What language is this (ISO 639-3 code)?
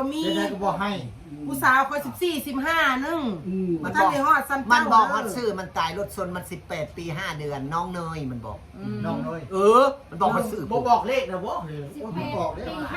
tts